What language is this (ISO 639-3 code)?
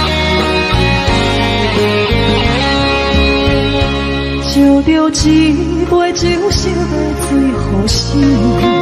zho